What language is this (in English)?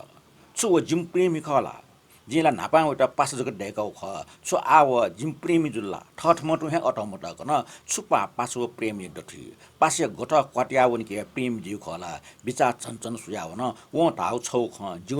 Newari